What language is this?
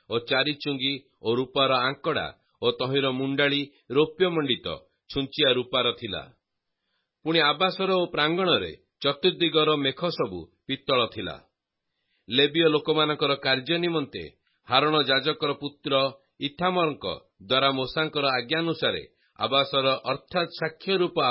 Odia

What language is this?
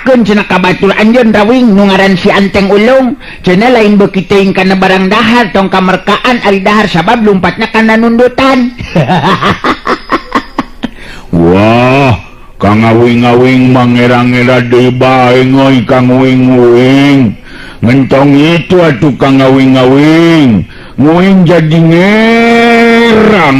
Sundanese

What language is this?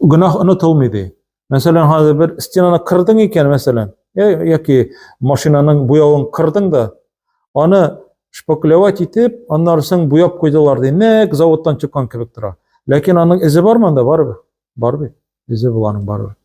Tatar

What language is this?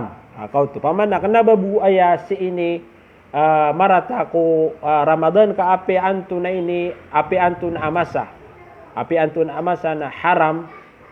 Maranao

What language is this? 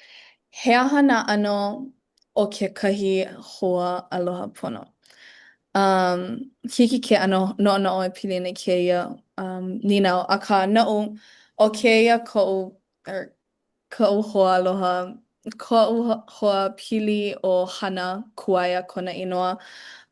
Hawaiian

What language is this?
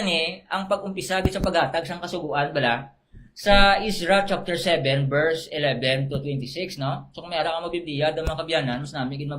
Hiligaynon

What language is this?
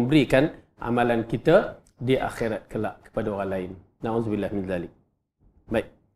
Malay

